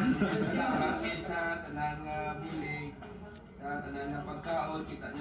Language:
Hiligaynon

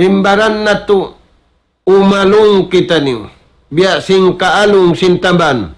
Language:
Tausug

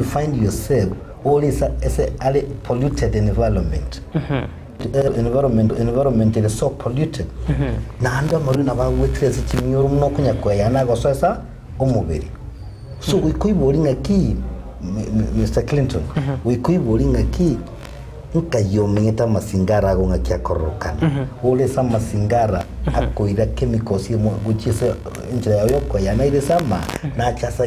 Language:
Gusii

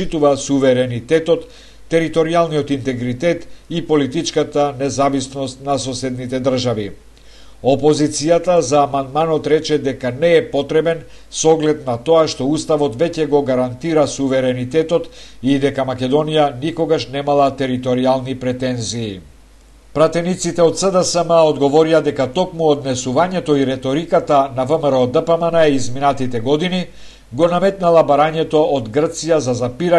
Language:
Macedonian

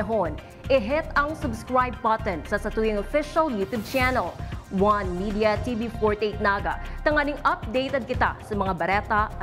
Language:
Bikol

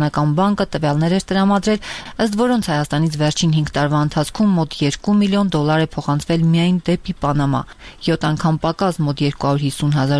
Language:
Armenian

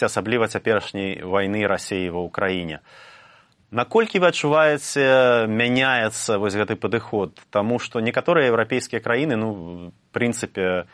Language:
Belarusian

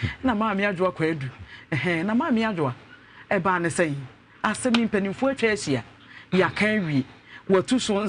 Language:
Akan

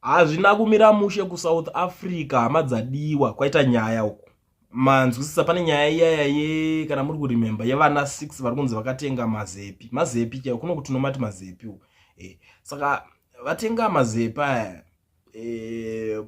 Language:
Shona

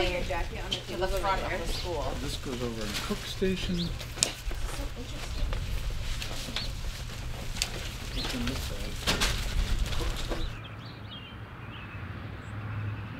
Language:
English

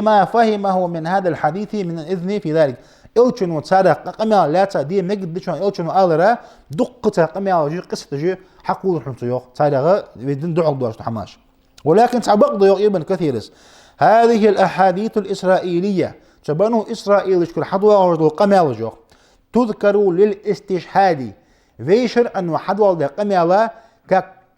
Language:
Ingush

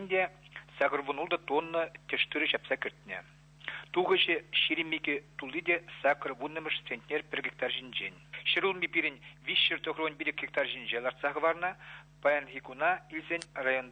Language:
Chuvash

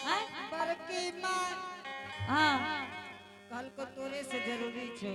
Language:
Angika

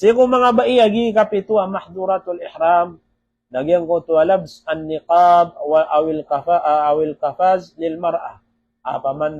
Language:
Maranao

